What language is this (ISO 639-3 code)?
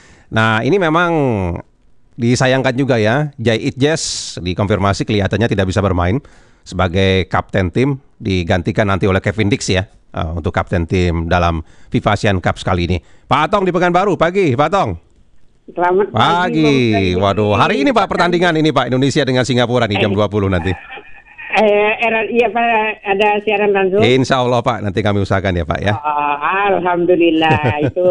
ind